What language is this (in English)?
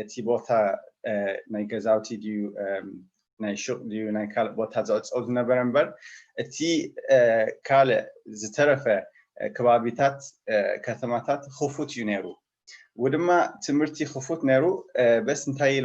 Tigrinya